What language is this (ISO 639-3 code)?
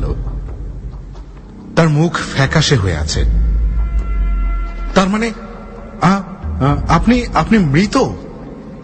ben